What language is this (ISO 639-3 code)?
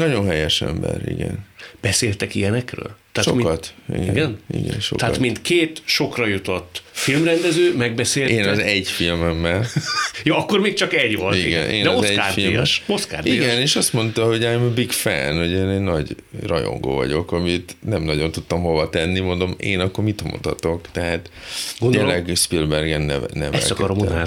hun